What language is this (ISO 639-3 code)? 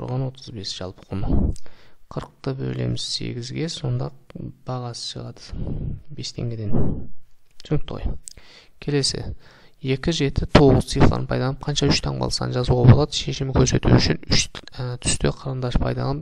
kaz